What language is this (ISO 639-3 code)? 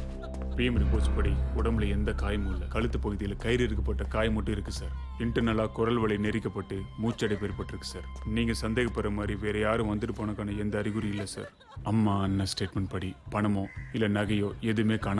tam